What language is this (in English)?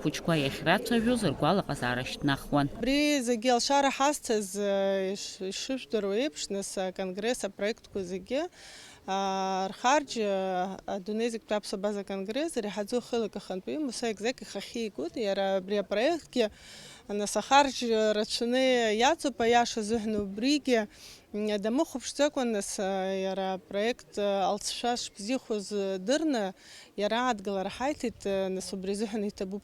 Abkhazian